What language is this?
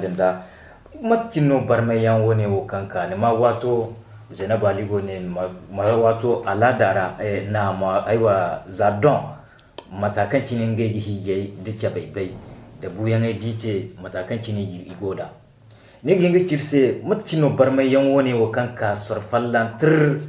Zarma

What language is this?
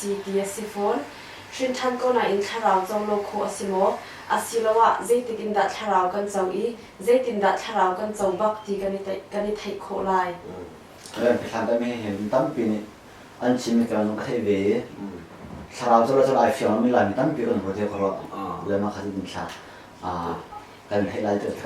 Hakha Chin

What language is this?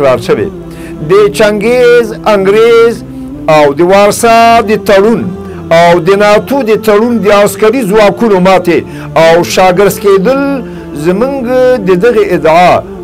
Pashto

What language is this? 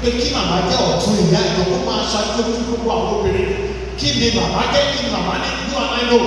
Yoruba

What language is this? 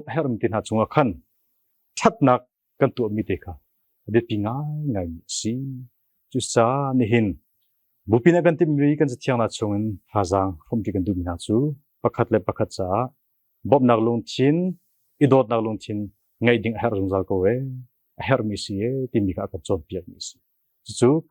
Hakha Chin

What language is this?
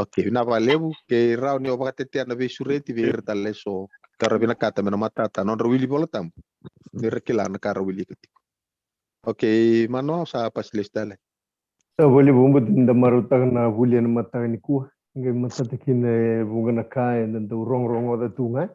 Fijian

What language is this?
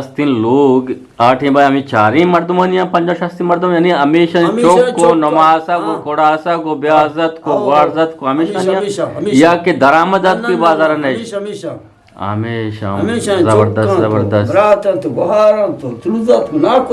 Eastern Balochi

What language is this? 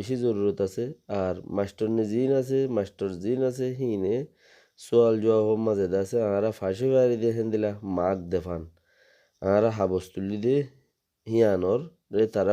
Rohingya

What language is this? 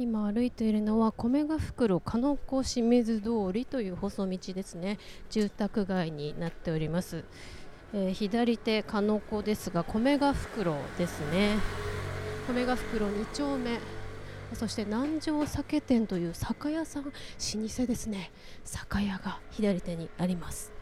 Japanese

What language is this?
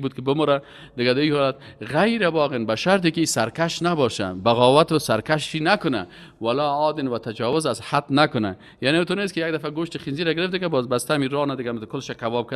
Persian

